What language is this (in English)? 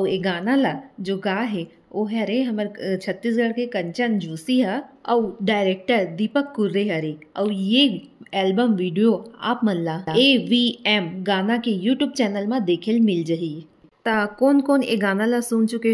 Chhattisgarhi